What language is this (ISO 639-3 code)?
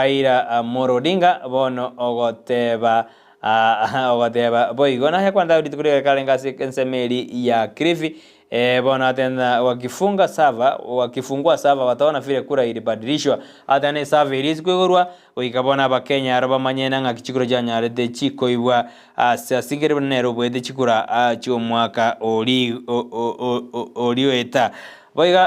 guz